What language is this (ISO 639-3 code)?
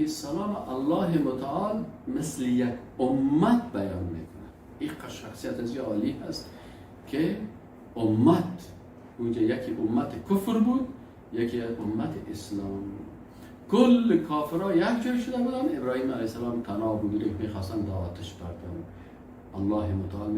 fas